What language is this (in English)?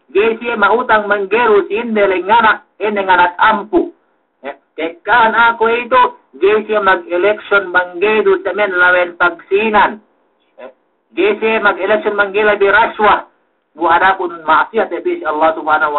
Yakan